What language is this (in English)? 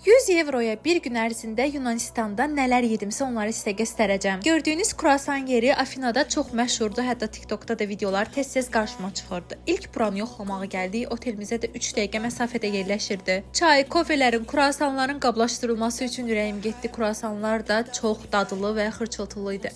Azerbaijani